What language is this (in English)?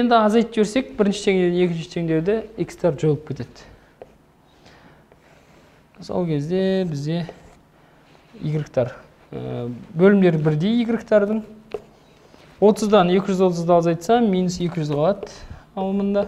Kazakh